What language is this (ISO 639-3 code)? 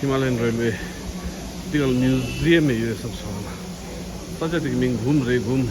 bod